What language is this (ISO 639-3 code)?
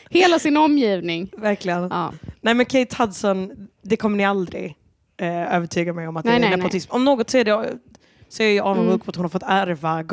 swe